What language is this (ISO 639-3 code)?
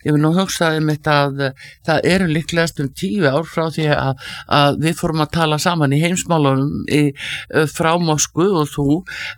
isl